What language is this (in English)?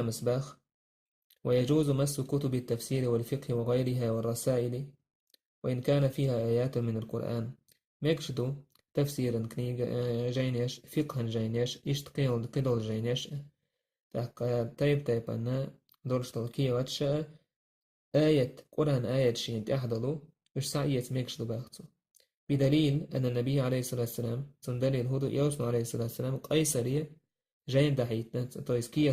Chechen